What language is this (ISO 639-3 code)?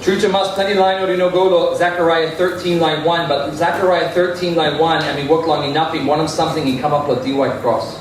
tpi